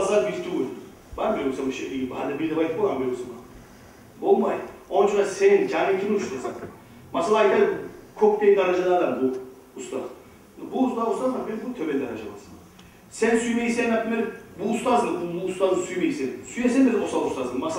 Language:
Kumyk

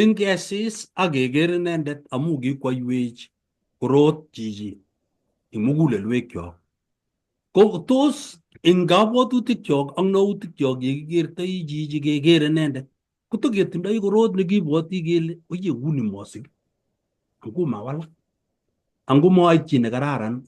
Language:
Kalenjin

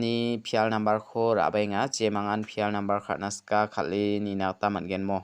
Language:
Garo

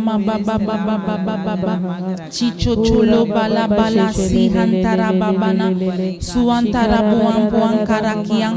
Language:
Tem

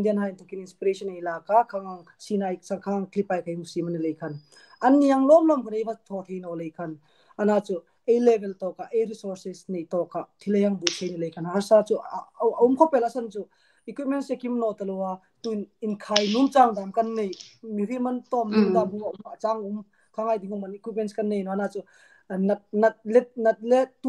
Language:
Hmar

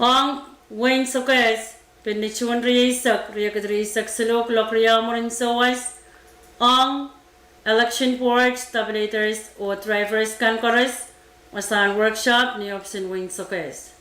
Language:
Pohnpeian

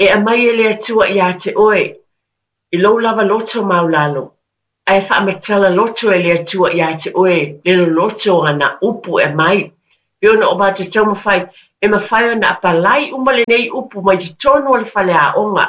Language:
Samoan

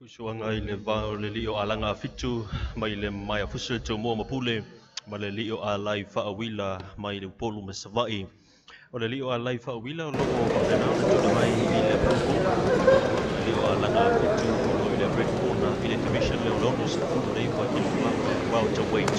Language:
Samoan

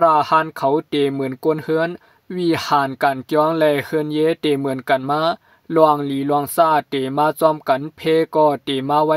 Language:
Shan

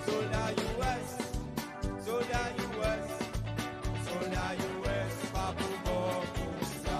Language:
Seselwa Creole French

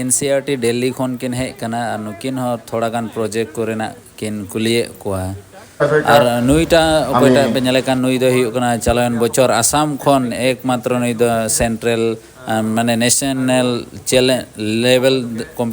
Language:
Santali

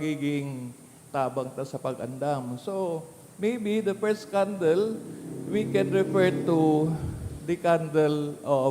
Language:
Bikol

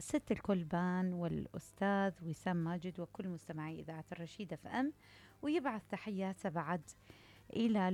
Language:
Mesopotamian Arabic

